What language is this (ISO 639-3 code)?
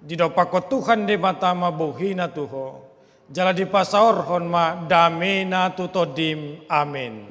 bbc